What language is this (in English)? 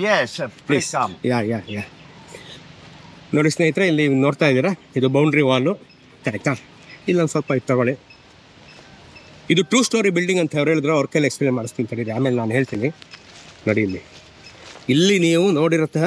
Kannada